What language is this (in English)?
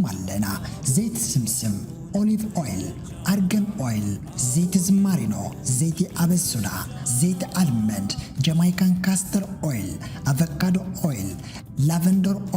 Tigrinya